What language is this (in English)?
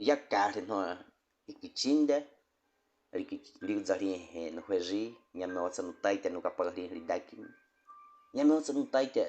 Baniwa